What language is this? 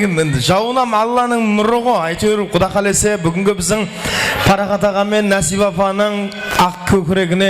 Kara-Kalpak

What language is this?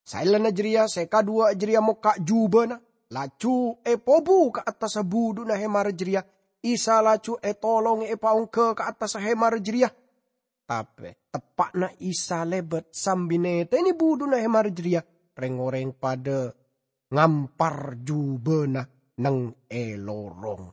Madurese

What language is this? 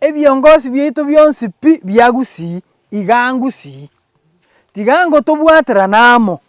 Gusii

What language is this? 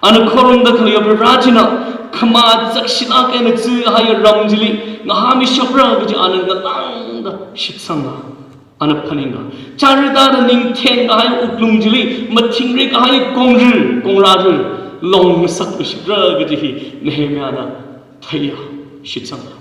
Tangkhul Naga (India)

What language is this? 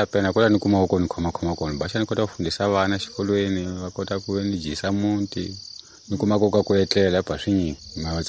Tsonga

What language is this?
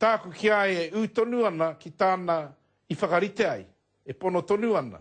Māori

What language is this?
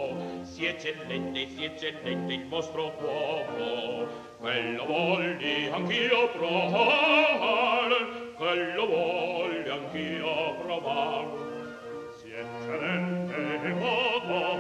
Italian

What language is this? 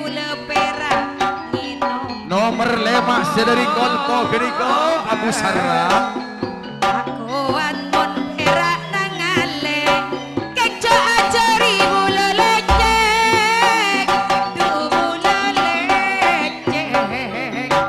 Madurese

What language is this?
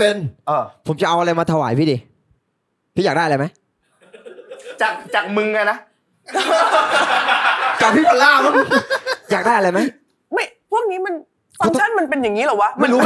Thai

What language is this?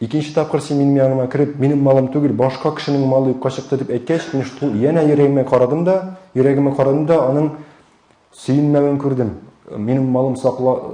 Tatar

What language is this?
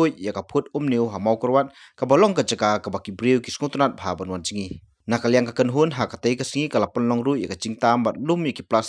Khasi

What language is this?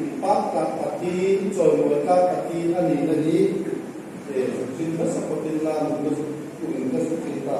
Hmar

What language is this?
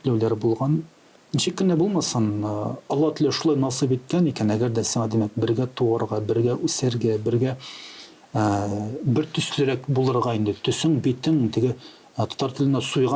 Tatar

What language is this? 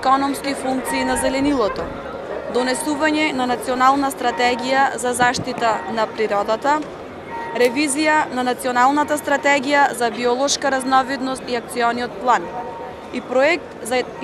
Macedonian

